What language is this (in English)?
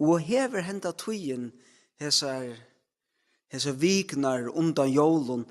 Faroese